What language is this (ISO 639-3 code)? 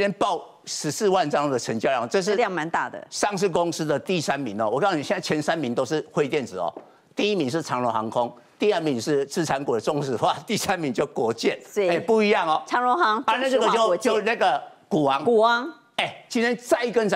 zho